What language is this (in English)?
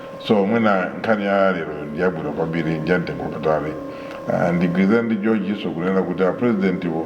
Nyanja